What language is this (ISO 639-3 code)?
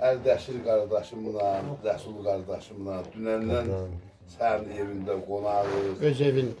azb